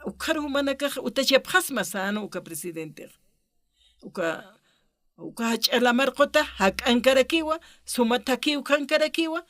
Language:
Aymara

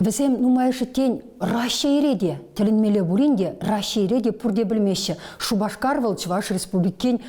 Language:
Chuvash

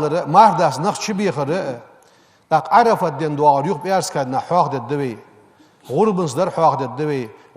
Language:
Ingush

